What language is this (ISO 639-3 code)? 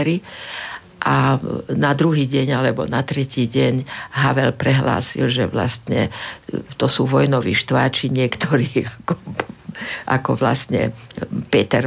slk